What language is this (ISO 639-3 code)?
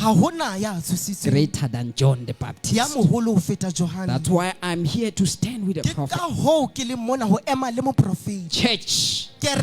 sot